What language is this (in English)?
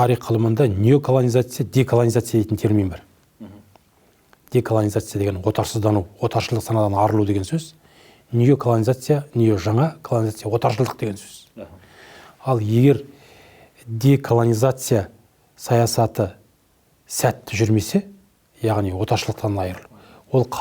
Kazakh